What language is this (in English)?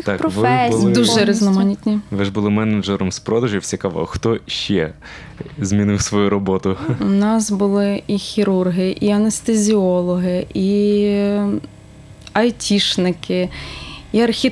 Ukrainian